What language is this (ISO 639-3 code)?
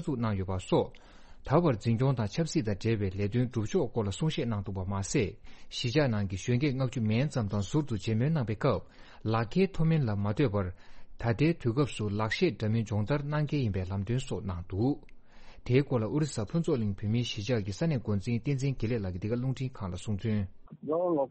bod